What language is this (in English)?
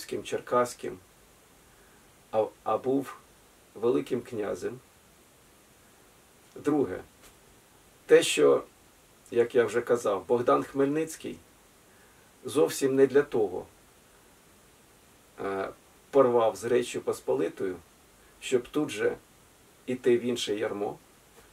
Ukrainian